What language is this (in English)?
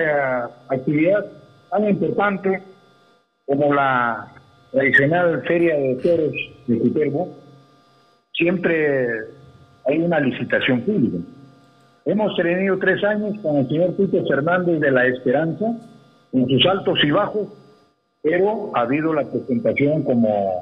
Spanish